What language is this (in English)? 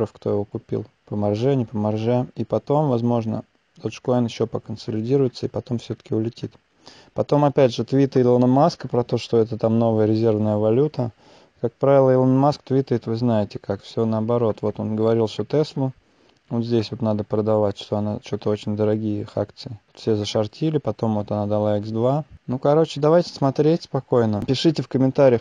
Russian